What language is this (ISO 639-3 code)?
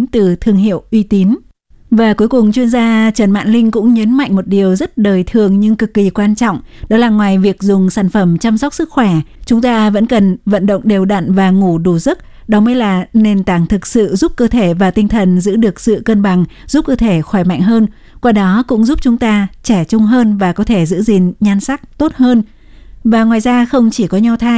vie